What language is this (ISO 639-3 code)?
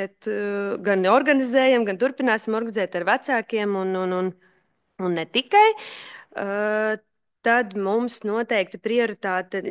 lav